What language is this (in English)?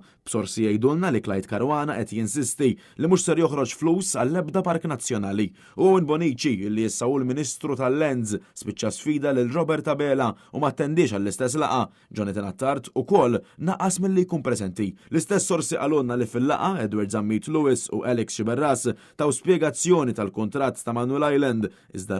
Maltese